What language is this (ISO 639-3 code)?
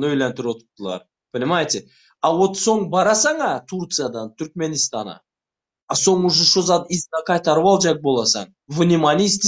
tuk